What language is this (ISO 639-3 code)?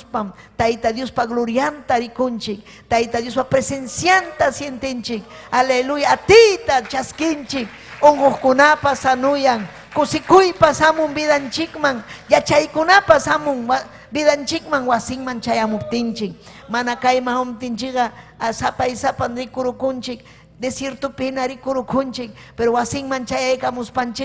quy